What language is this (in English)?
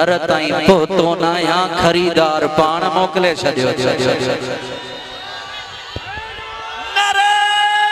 Sindhi